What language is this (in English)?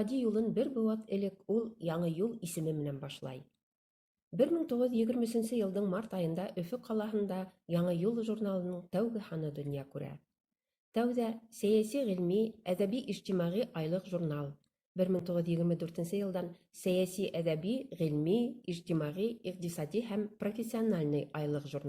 Bashkir